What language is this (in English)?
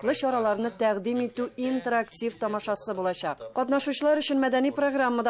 Tatar